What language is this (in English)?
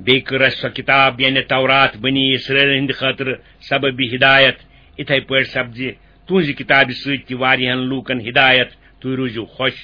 Kashmiri